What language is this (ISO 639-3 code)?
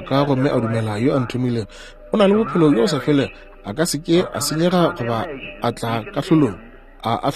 nso